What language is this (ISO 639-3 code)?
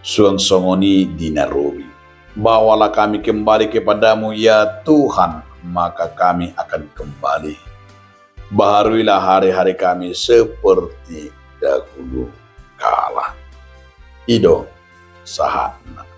bbc